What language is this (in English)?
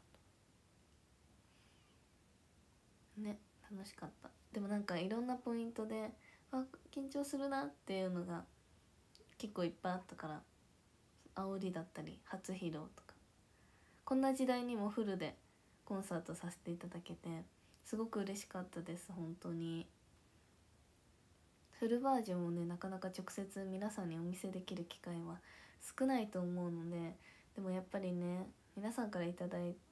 Japanese